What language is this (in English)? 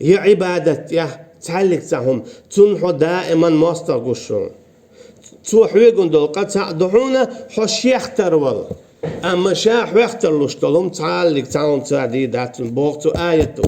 Chechen